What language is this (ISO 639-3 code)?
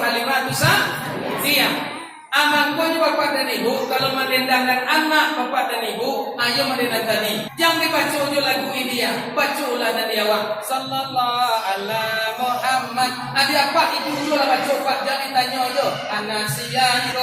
min